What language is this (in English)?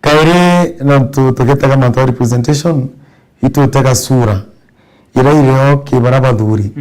Meru